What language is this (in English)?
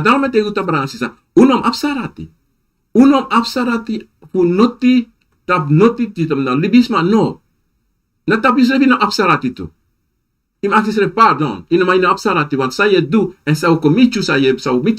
Sranan Tongo